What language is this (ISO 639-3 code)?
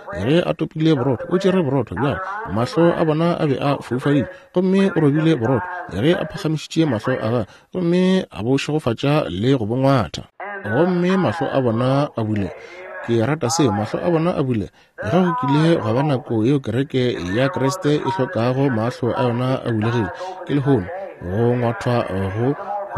nso